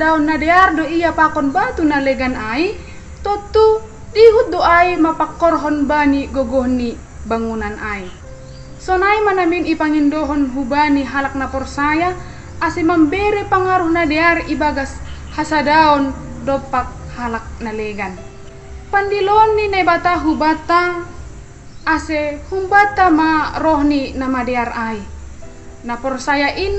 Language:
Batak Simalungun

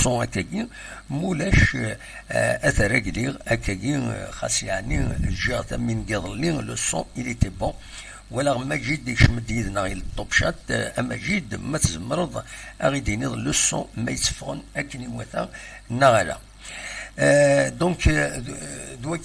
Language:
Kabyle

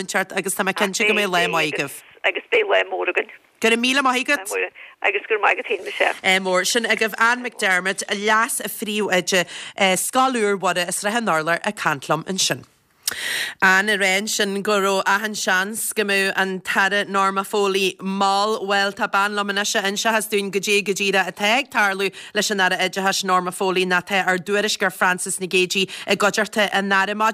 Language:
Irish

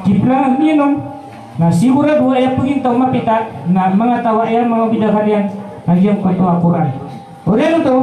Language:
Maranao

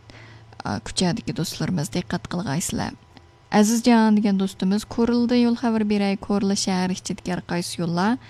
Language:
Uyghur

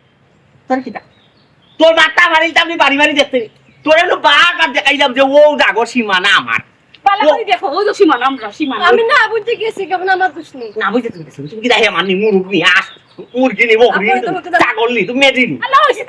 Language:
Sylheti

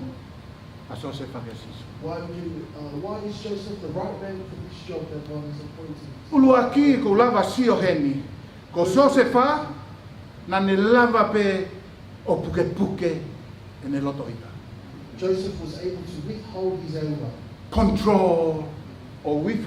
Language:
Tongan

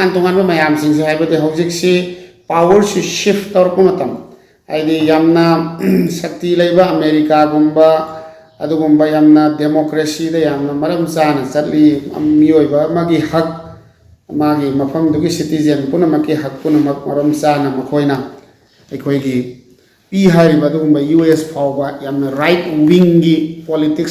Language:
Manipuri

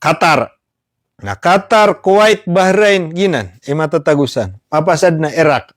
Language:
Maranao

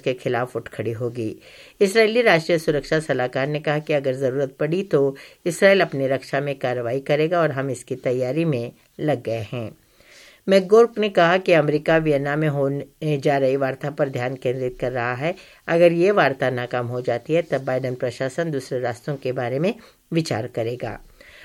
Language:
Hindi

